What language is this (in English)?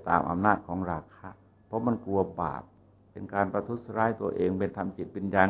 Thai